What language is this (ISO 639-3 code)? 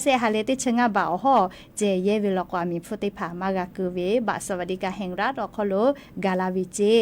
lhu